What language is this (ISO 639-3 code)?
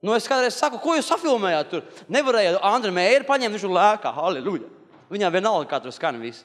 lav